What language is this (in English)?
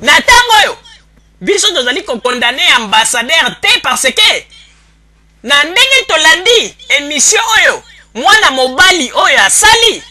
Lingala